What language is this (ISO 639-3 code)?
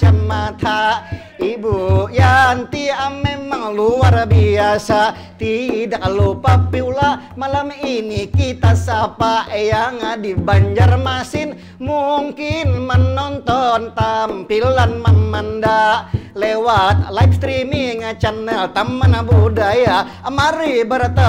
bjn